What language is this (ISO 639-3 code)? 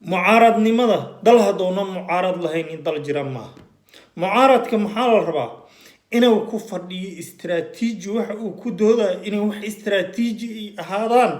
som